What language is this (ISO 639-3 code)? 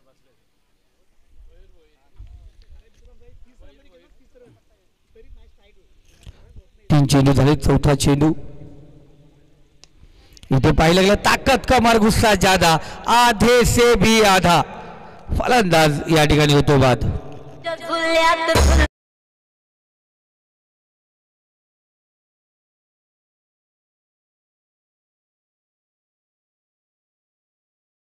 mar